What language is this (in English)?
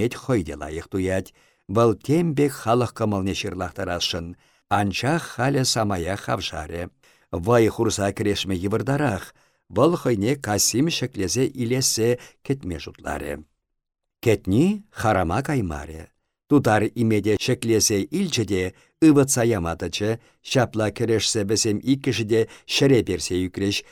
Chuvash